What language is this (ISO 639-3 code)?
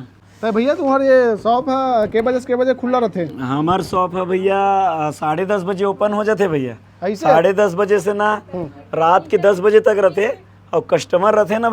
hne